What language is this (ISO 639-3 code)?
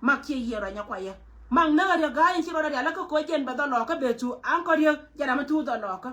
nus